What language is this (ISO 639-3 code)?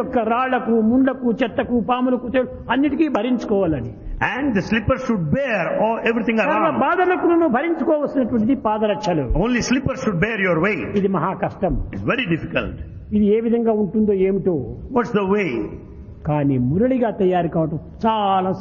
tel